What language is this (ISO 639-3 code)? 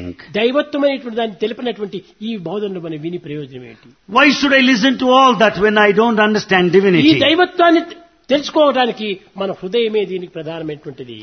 tel